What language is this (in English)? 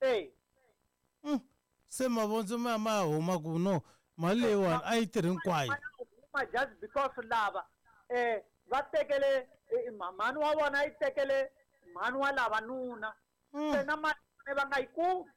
Tsonga